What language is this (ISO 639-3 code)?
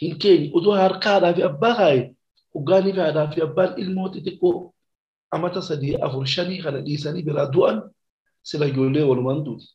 orm